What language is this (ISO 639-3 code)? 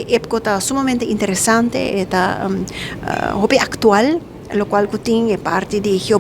pap